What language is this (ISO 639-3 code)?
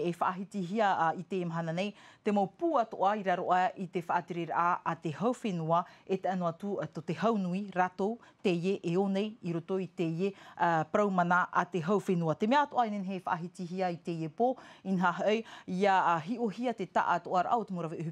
tah